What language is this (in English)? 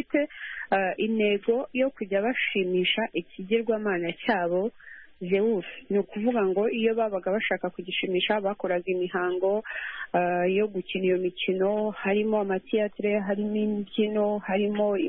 Kinyarwanda